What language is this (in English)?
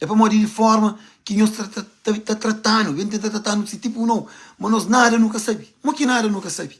Kabuverdianu